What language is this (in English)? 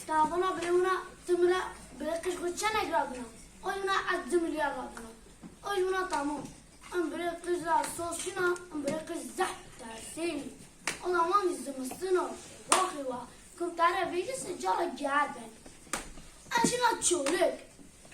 Zaza